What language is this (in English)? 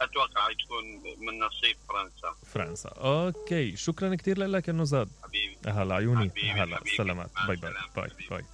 Mesopotamian Arabic